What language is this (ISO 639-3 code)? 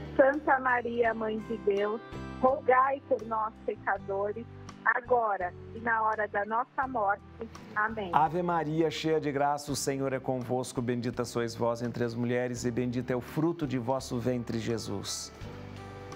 por